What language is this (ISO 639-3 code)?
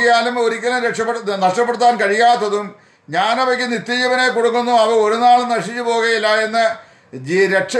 mal